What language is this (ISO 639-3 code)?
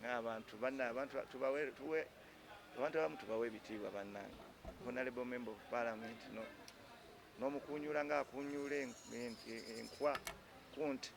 lug